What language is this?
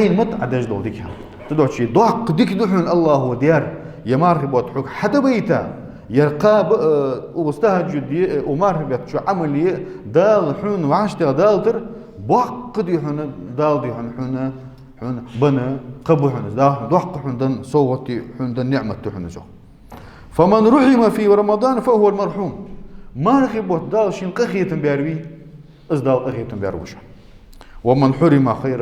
Ingush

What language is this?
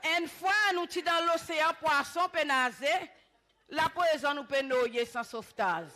Seselwa Creole French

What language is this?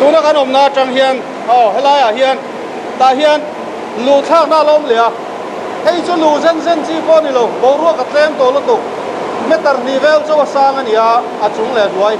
Mizo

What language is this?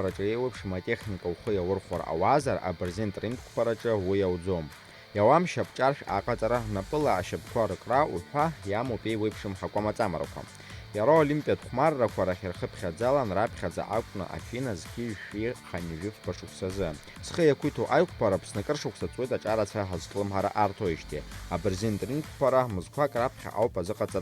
Abkhazian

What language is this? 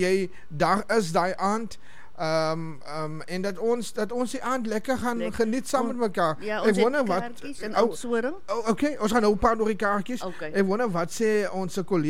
Afrikaans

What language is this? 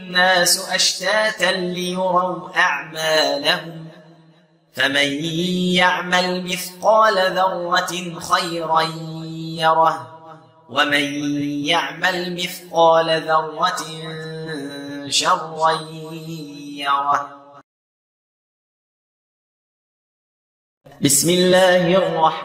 Arabic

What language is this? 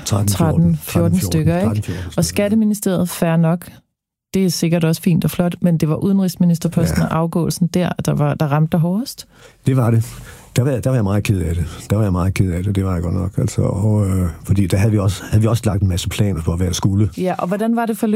Danish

